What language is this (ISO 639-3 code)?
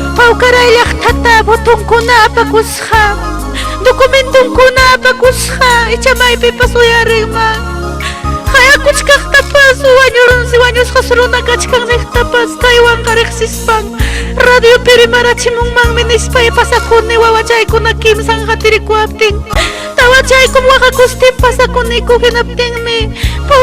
quy